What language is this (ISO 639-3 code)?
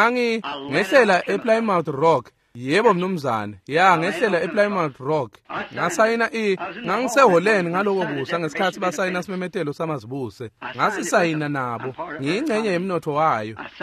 ssw